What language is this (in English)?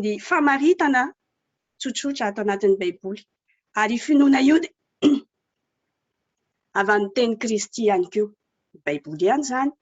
Malagasy